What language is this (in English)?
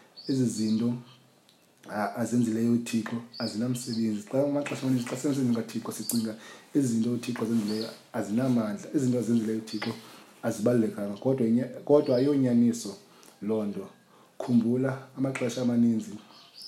Xhosa